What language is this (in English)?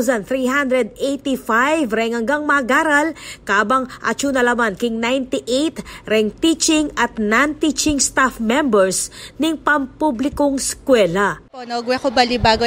Pampanga